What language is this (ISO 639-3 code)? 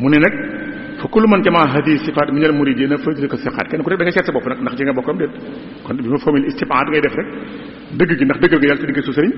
wol